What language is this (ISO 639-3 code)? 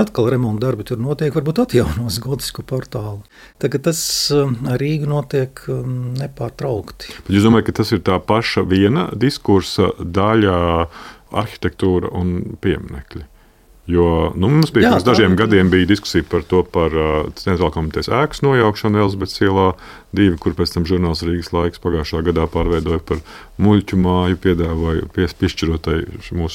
lav